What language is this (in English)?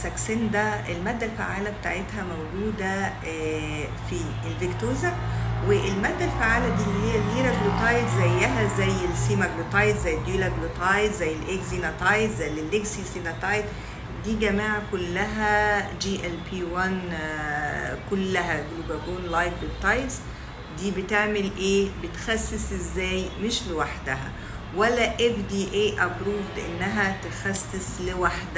Egyptian Arabic